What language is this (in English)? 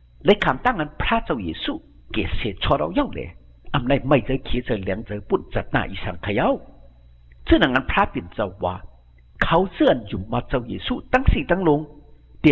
Shan